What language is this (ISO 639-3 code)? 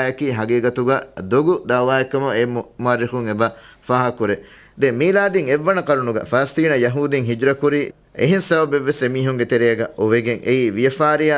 div